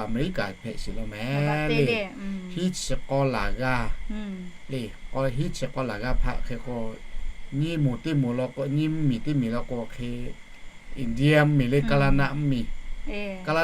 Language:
Lahu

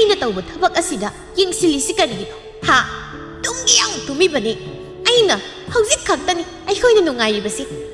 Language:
Manipuri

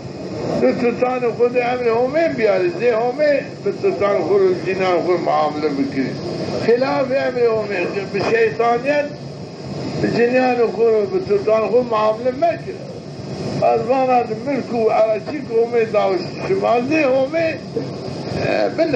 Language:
Zaza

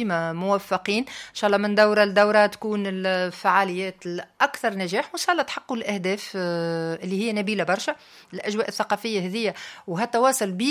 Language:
Tunisian Arabic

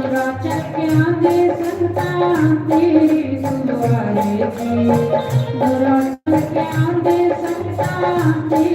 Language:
Dogri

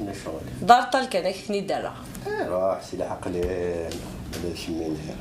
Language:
Kabyle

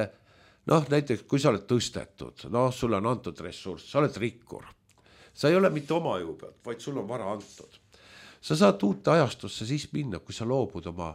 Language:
Estonian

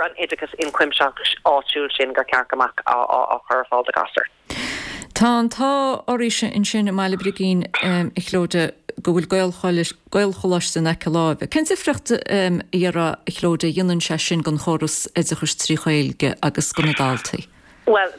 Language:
Irish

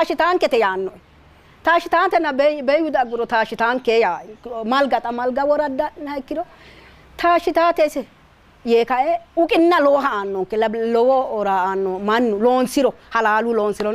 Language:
Sidamo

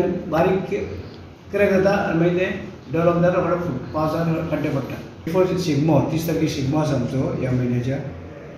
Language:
Konkani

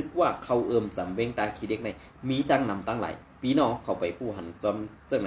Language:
Shan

